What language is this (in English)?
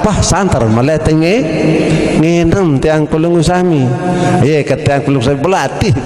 Sasak